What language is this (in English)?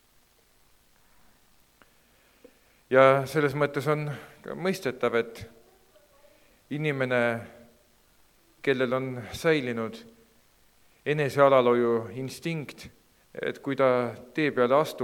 Estonian